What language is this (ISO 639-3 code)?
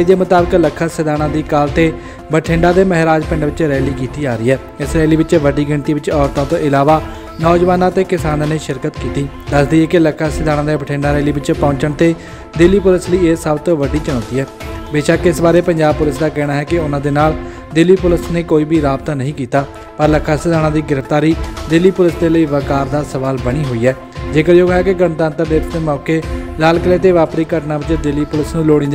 pan